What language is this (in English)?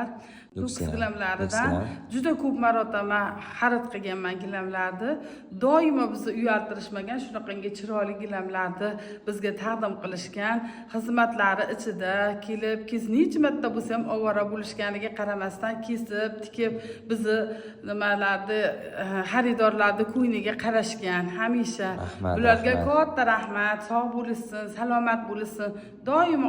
Uzbek